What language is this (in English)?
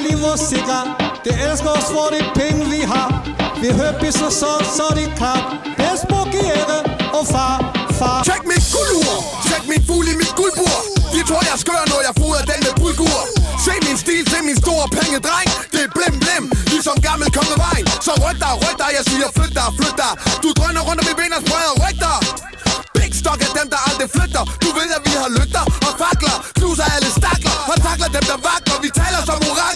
Danish